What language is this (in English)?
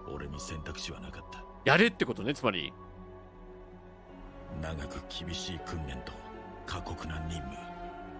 Japanese